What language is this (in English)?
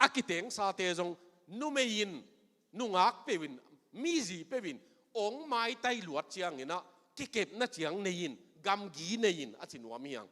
Tedim Chin